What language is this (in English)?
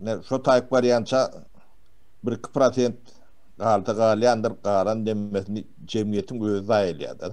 Turkmen